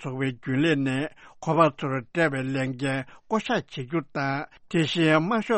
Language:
Tibetan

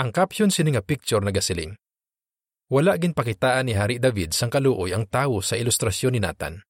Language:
Hiligaynon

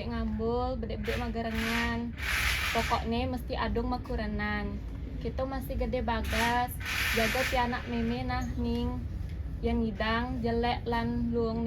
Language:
Balinese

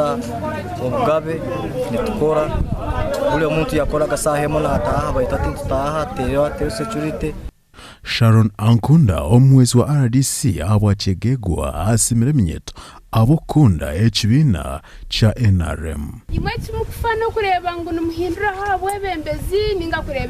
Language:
Nyankole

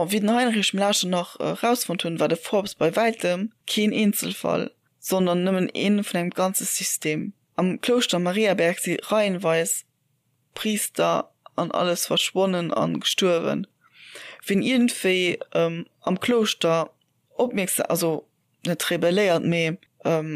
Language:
Luxembourgish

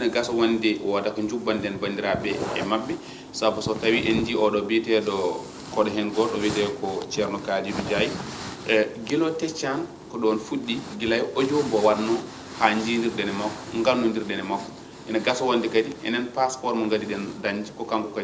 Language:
Fula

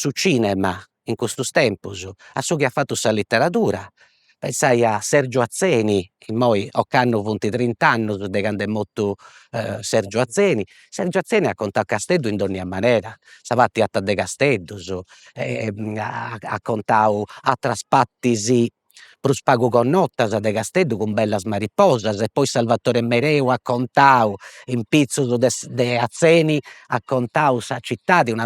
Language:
Sardinian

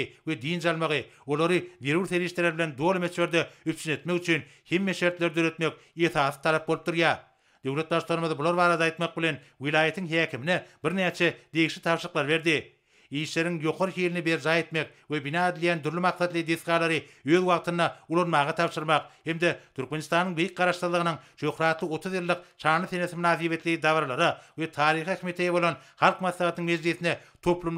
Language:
Turkmen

